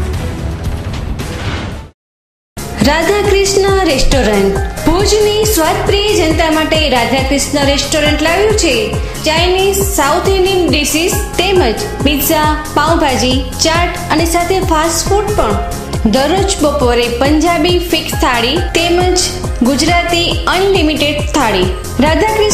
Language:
Gujarati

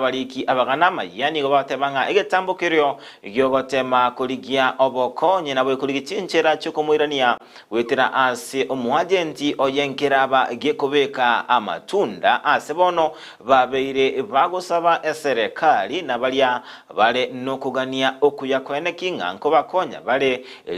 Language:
Gusii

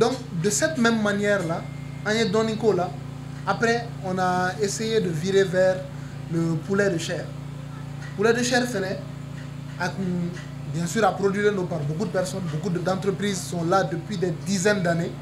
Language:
Bambara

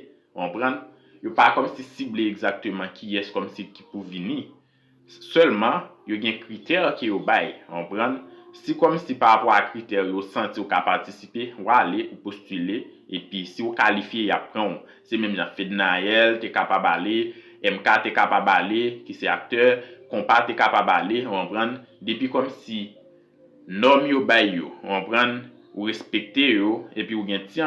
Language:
Haitian Creole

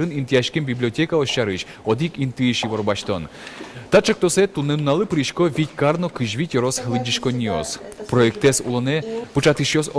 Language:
Udmurt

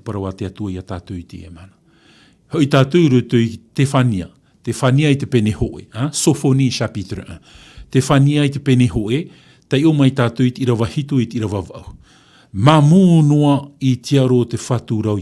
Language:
Tahitian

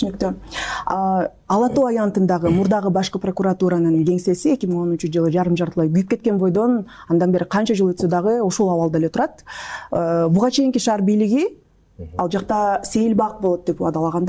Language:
Kyrgyz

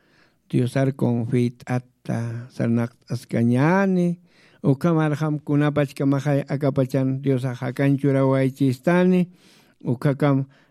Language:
Aymara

